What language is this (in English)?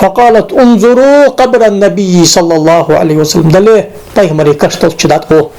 Ingush